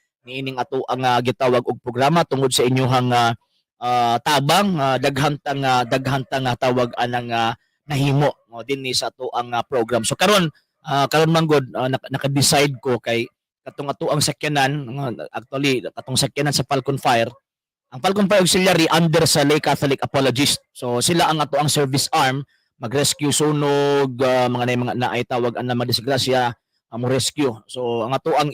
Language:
Cebuano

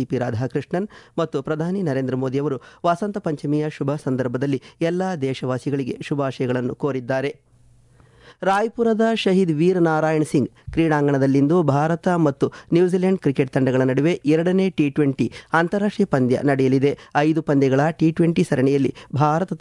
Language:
Kannada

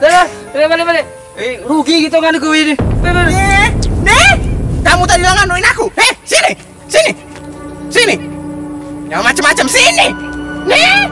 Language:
Musi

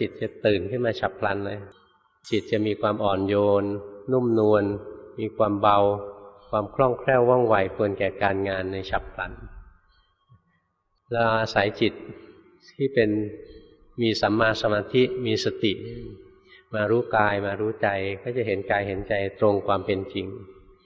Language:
Thai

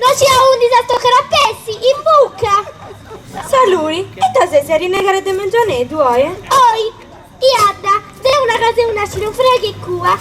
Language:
Sardinian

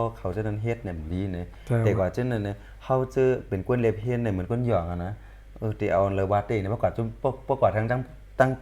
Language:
Shan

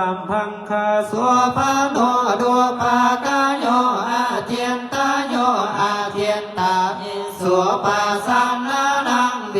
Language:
Pali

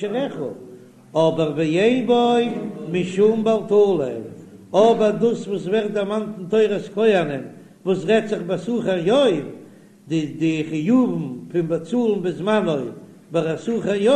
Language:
Yiddish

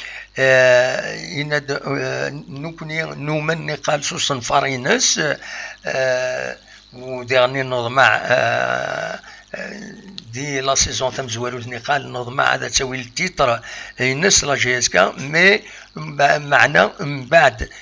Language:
Kabyle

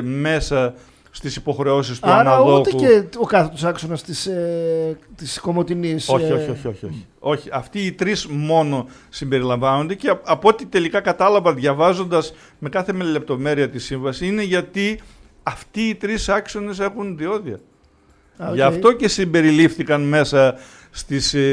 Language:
Greek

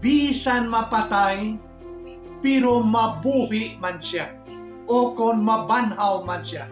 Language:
Hiligaynon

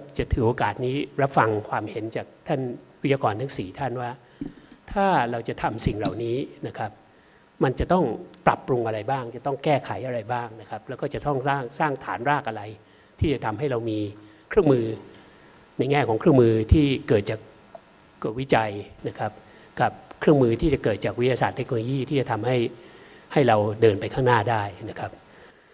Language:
Thai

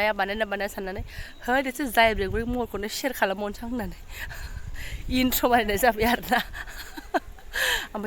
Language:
Bodo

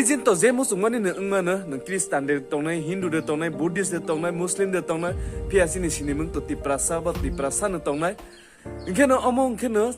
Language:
Kok Borok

